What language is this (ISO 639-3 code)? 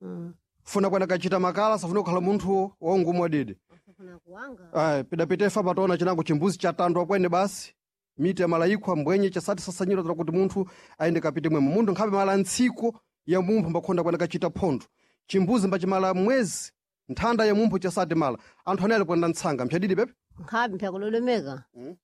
seh